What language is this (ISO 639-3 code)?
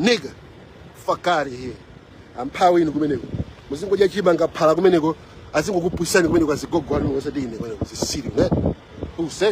nya